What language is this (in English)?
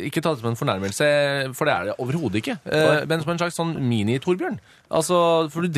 Norwegian